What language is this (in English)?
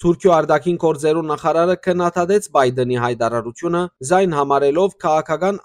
Western Armenian